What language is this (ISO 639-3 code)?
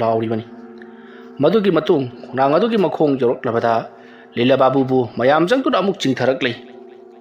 mni